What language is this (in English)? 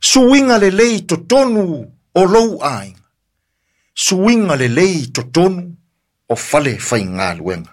Samoan